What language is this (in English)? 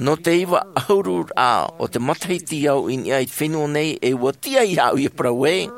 Tahitian